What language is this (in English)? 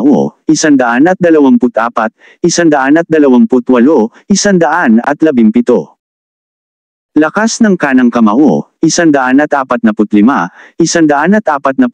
Filipino